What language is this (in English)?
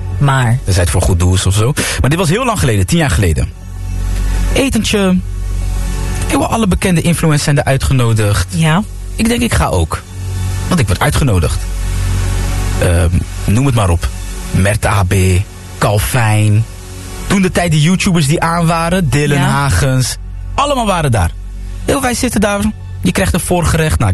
Dutch